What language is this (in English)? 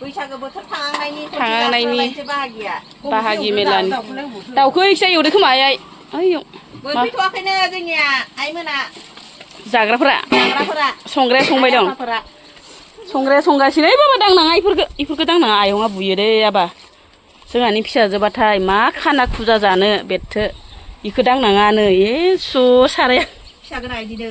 Bodo